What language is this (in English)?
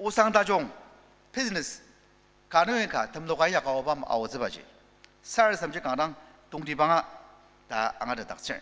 Ao Naga